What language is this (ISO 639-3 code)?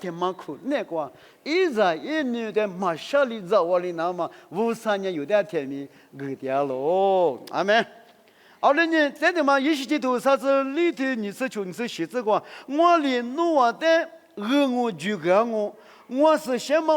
lis